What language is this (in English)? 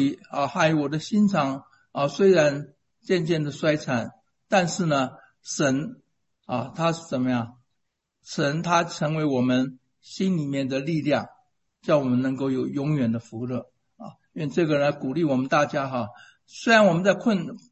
Chinese